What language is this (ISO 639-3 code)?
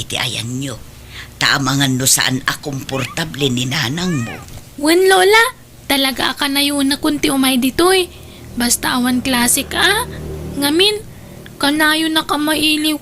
ilo